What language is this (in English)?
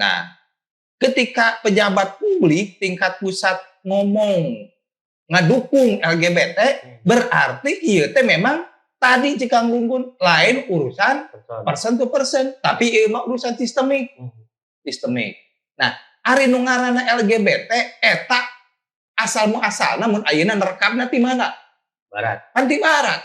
Sundanese